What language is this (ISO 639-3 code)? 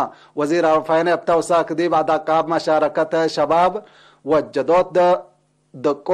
tig